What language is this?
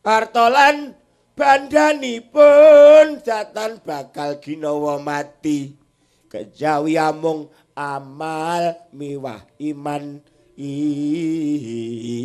Javanese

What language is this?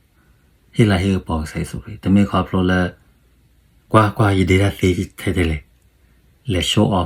S'gaw Karen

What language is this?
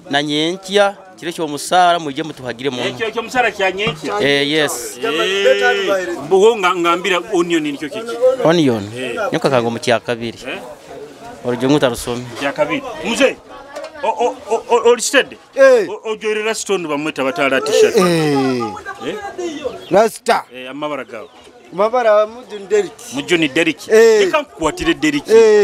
Nyoro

